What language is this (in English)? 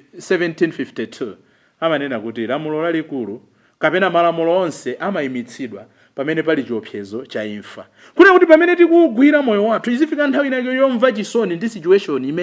Nyanja